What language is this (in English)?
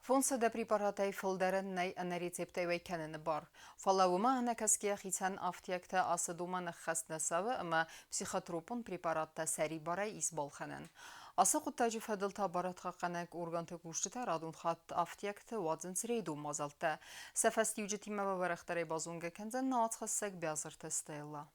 Ossetic